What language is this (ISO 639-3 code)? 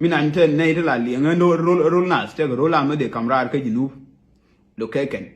nus